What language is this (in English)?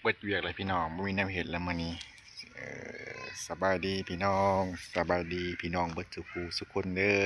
Lao